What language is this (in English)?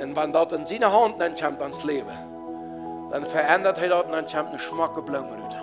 Plautdietsch